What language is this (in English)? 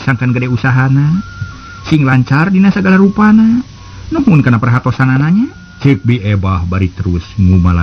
Sundanese